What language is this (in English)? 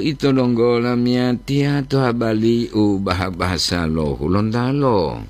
Gorontalo